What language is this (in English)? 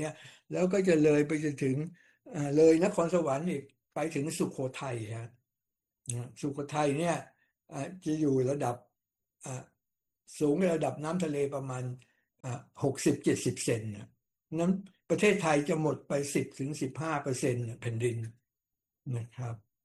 Thai